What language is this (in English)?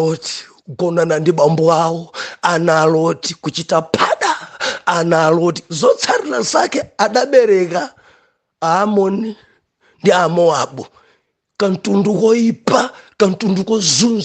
Nyanja